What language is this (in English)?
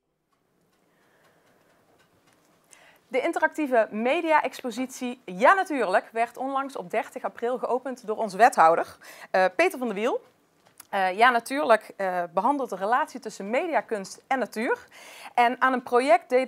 Dutch